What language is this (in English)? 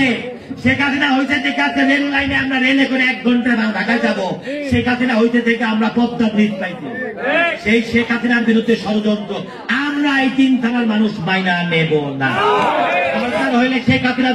Bangla